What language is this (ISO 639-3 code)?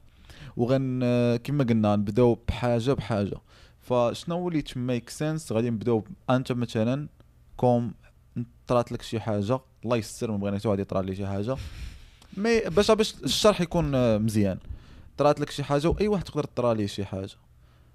ary